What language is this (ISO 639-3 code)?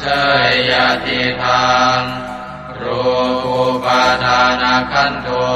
pli